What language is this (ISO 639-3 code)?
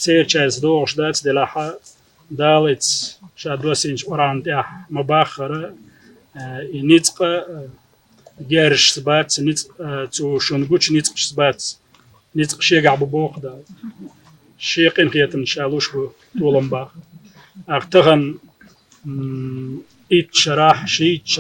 che